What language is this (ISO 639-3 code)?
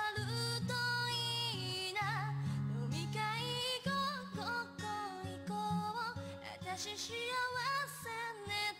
jpn